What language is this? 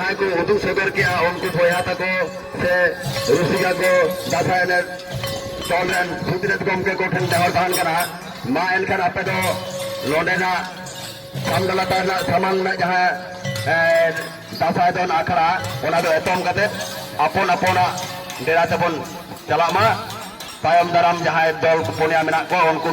Santali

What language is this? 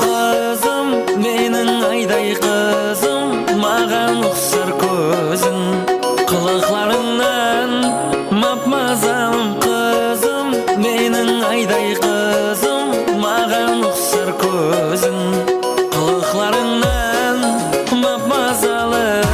Kara-Kalpak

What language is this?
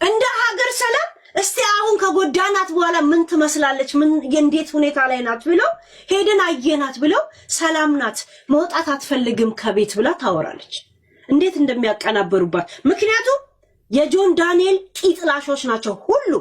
Amharic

